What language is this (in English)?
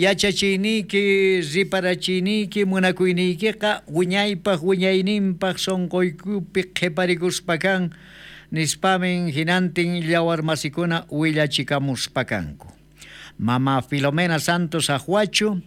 South Bolivian Quechua